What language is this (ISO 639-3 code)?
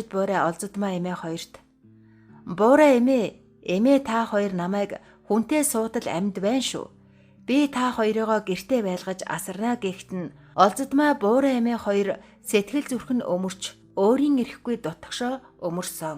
mon